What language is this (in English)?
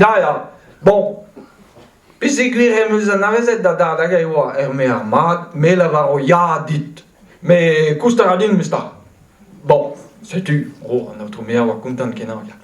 Breton